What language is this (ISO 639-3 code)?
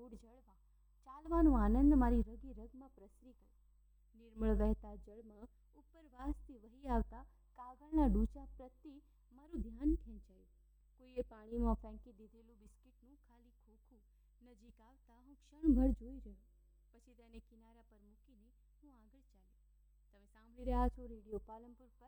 guj